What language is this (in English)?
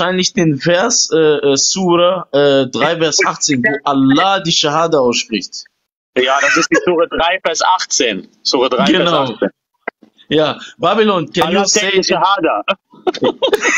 German